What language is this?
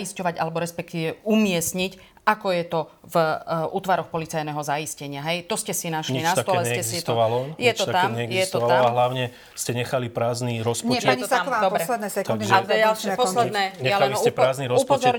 Slovak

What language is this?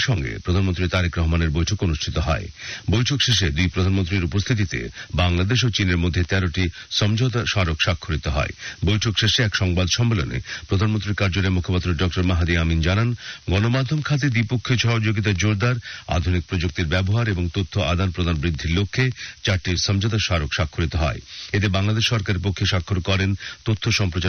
Bangla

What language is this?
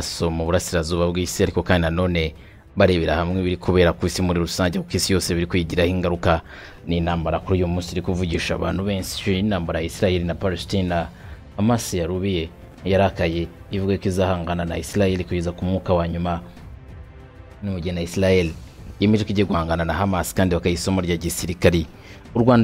Kinyarwanda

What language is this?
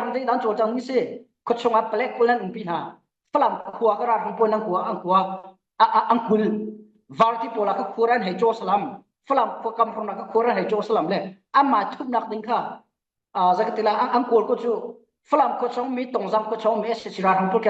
Falam Chin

